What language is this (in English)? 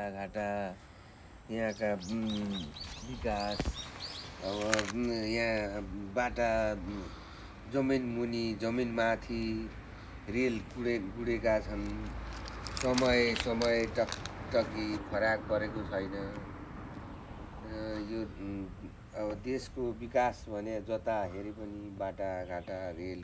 Nepali